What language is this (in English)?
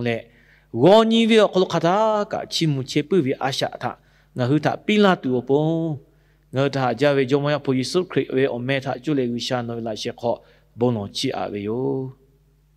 Lahu